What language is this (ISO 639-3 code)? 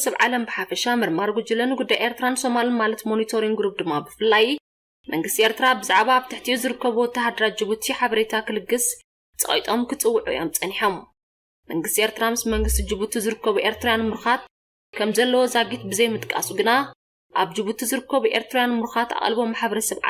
tir